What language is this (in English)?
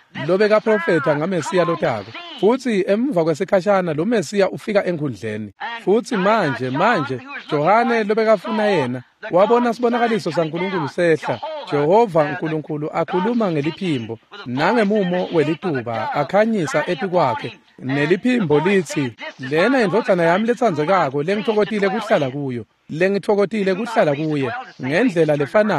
Swati